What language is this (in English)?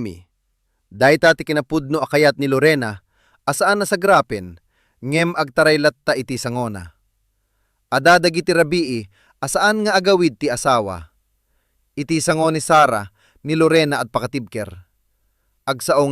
Iloko